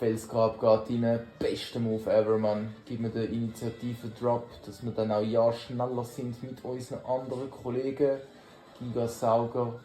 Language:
Swiss German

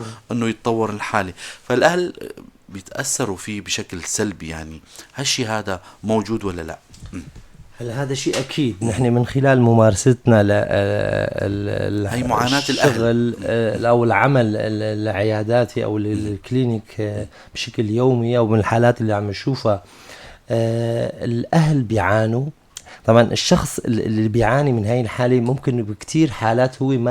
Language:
North Levantine Arabic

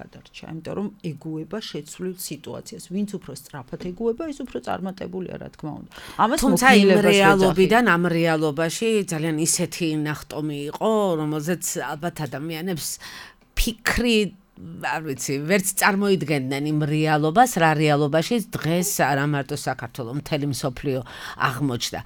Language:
Georgian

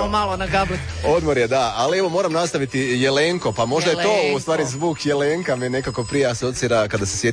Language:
Croatian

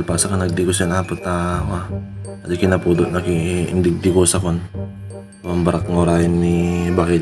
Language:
Iloko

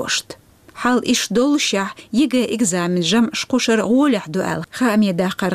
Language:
Chechen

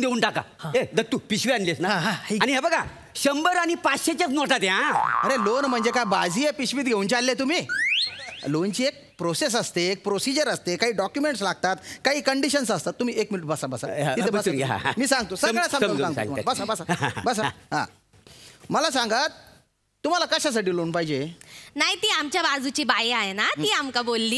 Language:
Marathi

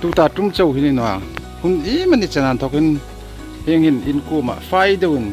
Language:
Hmar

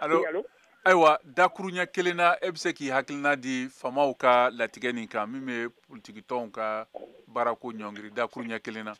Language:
Bambara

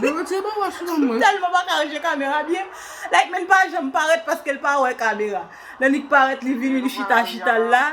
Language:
Haitian Creole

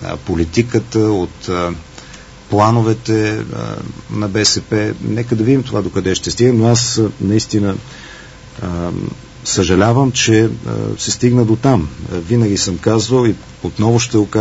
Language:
Bulgarian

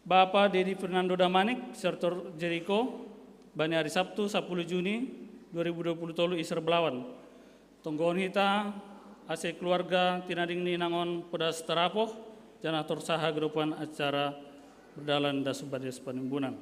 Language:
Batak Simalungun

